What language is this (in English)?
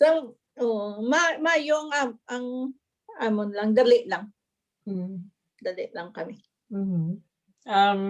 Hiligaynon